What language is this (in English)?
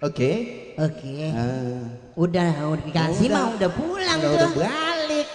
Betawi